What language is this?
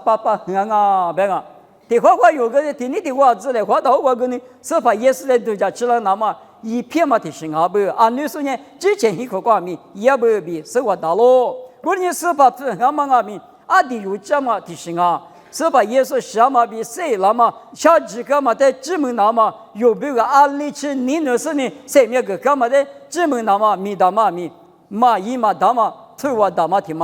Lisu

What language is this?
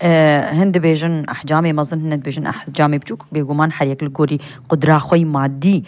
Kurdish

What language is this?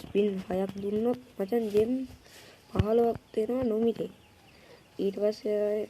Sinhala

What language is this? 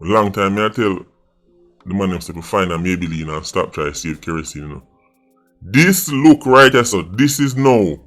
Jamaican Creole English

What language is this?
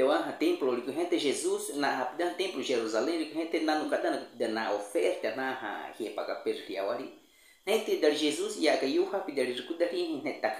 Baniwa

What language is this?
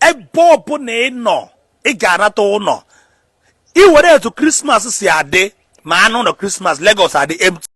Igbo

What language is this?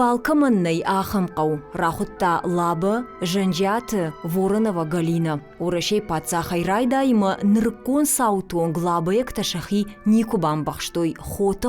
Ossetic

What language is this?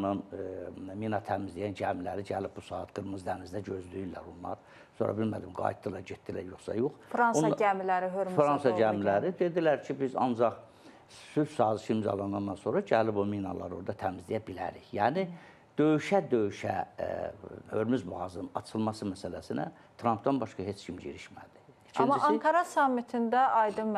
Azerbaijani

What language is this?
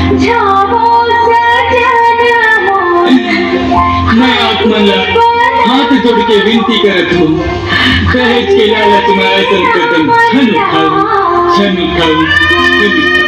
Chhattisgarhi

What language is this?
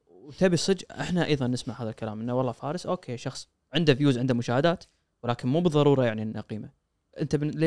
Gulf Arabic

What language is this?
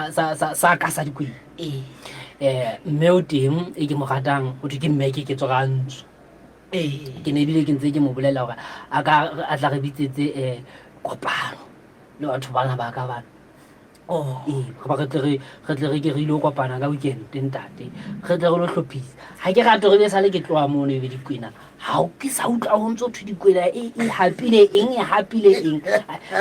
Southern Sotho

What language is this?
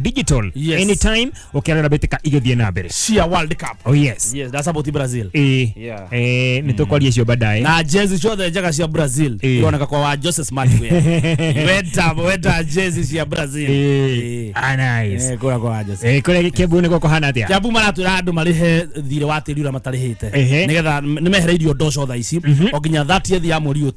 Kikuyu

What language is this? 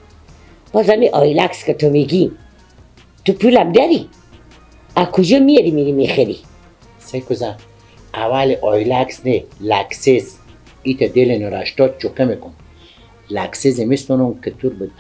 Persian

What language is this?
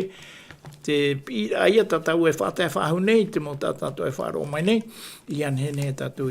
Tahitian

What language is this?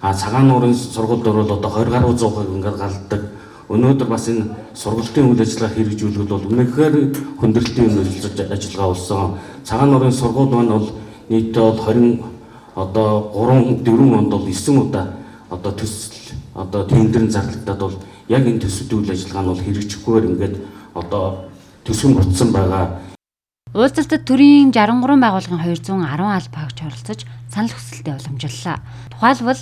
Mongolian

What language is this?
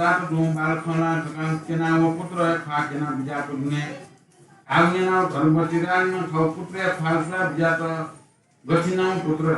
Newari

